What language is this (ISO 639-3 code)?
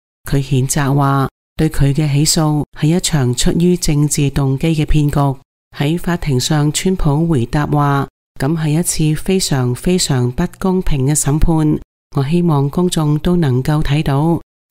yue